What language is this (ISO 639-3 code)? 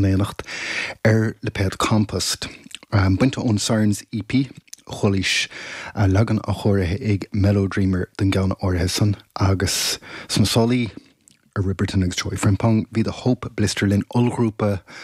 gle